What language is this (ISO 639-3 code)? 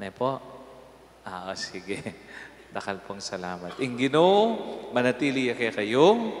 pam